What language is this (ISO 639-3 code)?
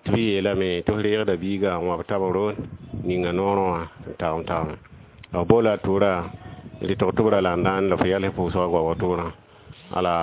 mos